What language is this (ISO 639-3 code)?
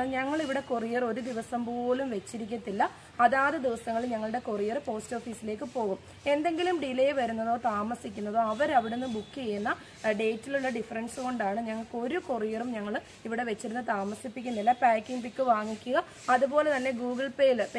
mal